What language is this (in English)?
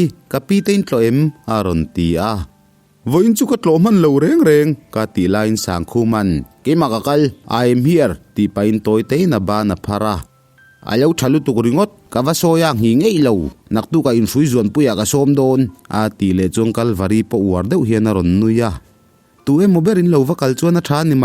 Mizo